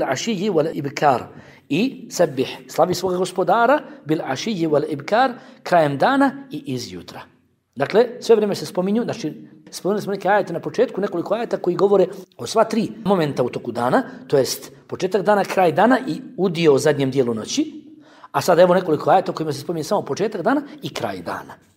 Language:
Bosnian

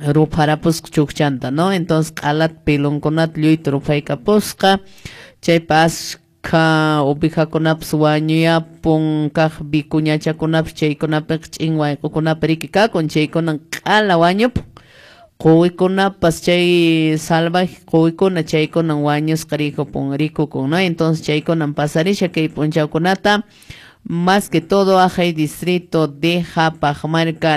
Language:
Quechua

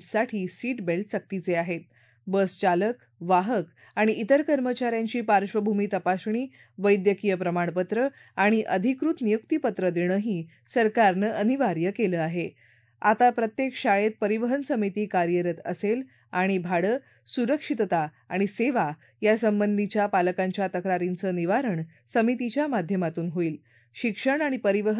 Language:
Marathi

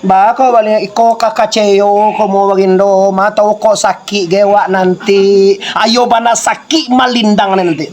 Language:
Minangkabau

